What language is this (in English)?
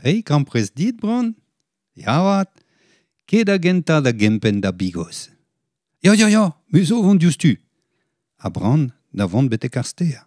Breton